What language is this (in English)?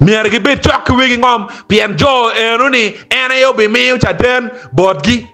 Acoli